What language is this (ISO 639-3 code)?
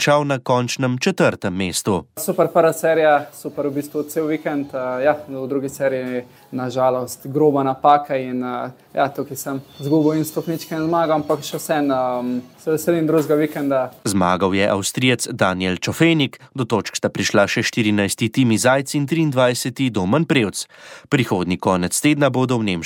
slv